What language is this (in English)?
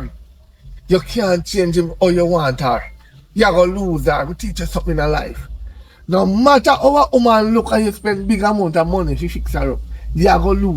Jamaican Creole English